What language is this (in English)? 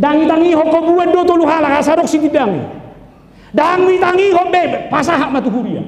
Batak Toba